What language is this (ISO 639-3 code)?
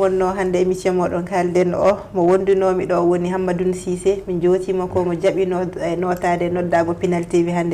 ful